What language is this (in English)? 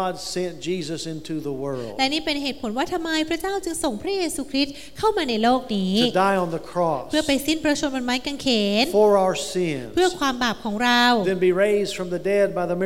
Thai